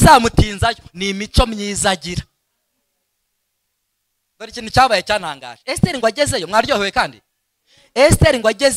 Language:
Kinyarwanda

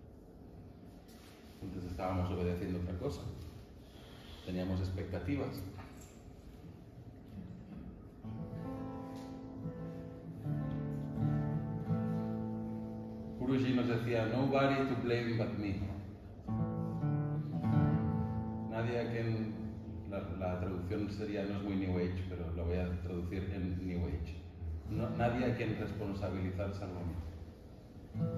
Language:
Spanish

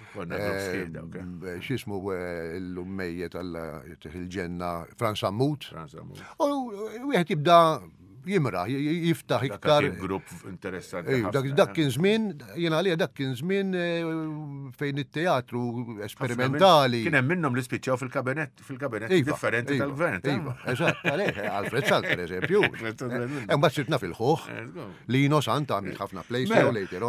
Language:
Maltese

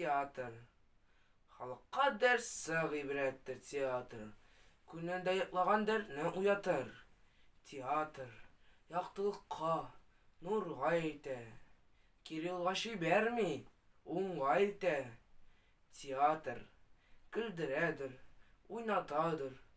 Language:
Tatar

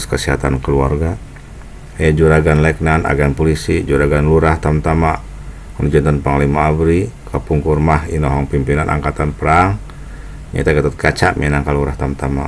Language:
Sundanese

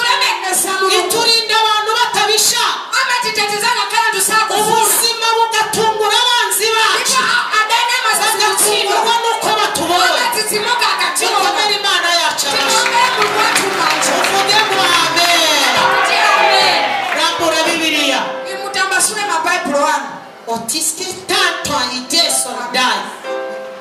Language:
Kinyarwanda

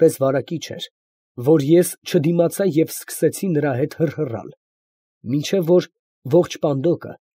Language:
Armenian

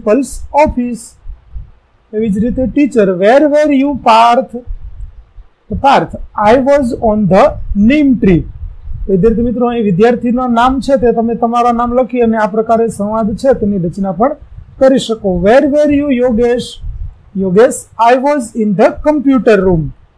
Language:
Gujarati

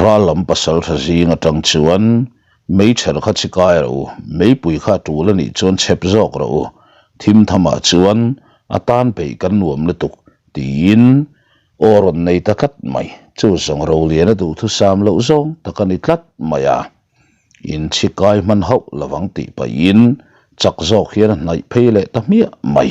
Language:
Mizo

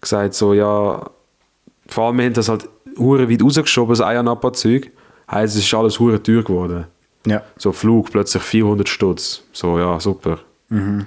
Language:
Swiss German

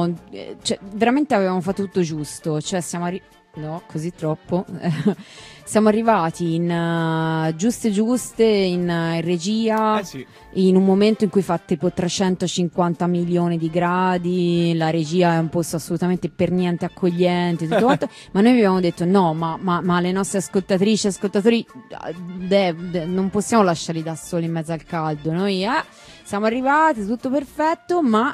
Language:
Italian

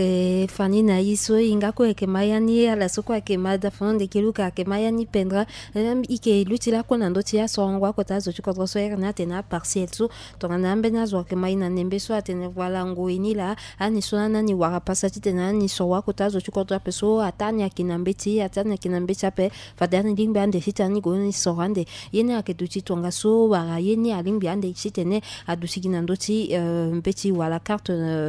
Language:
Sango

